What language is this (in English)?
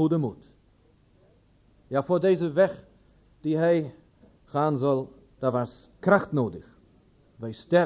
Dutch